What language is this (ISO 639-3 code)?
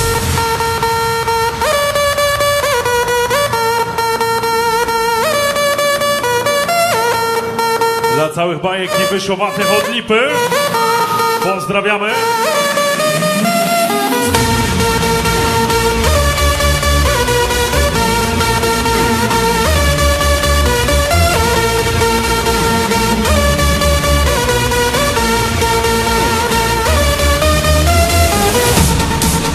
pol